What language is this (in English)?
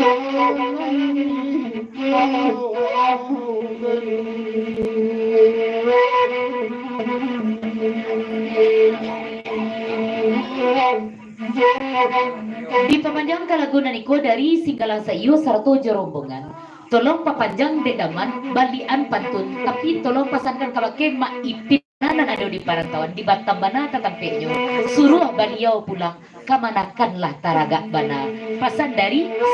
Minangkabau